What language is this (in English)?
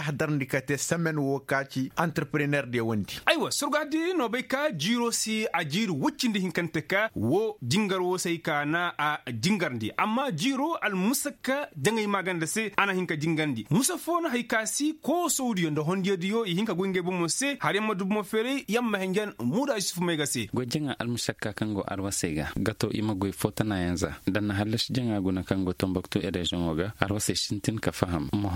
Koyraboro Senni